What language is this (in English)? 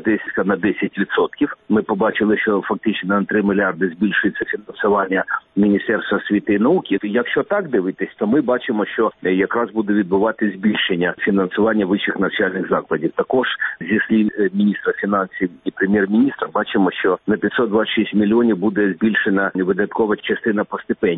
Ukrainian